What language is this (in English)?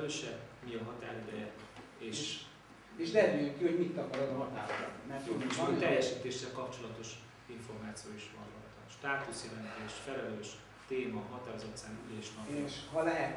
Hungarian